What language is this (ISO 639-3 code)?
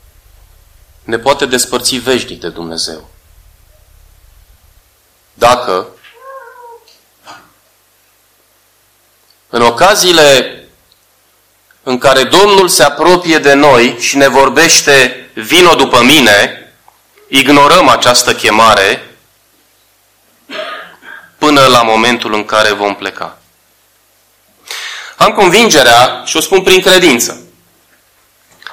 ron